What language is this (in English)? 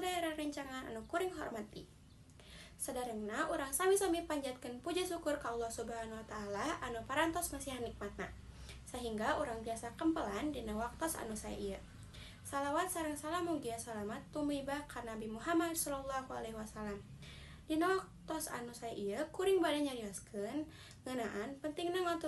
Sundanese